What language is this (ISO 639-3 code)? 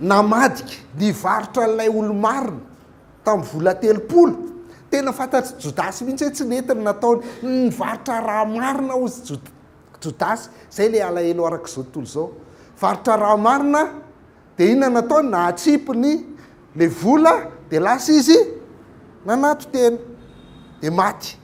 mlg